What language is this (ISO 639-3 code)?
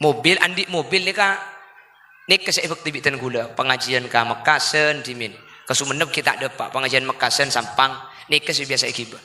mad